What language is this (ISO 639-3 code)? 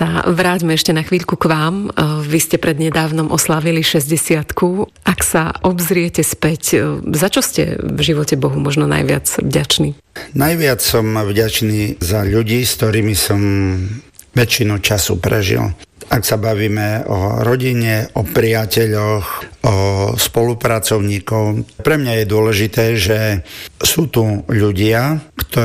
slk